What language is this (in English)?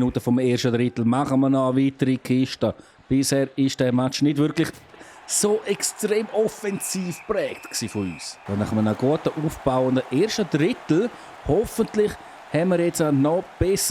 Swiss German